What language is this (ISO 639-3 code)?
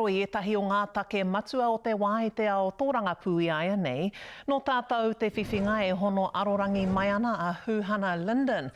mri